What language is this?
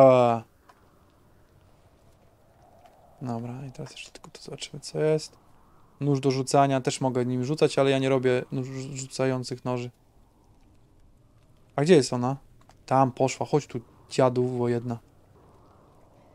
Polish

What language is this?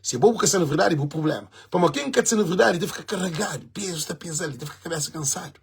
Kabuverdianu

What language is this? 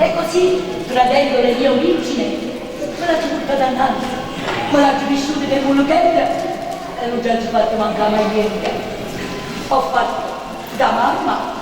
Neapolitan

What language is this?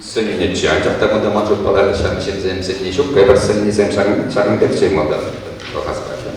Chuvash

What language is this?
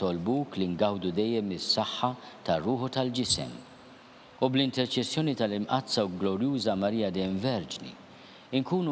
Maltese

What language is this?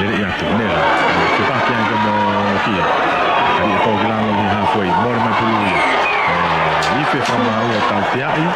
Tongan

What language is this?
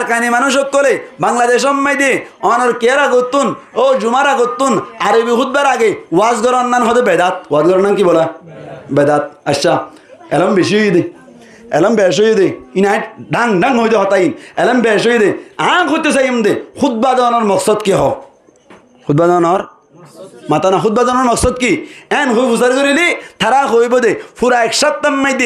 Rohingya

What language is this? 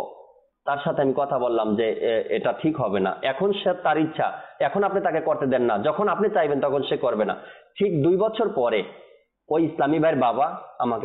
Bangla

